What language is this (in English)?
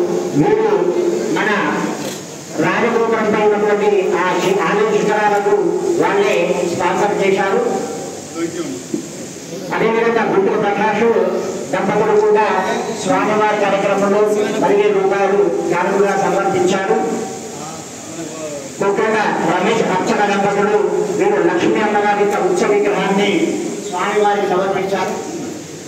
Telugu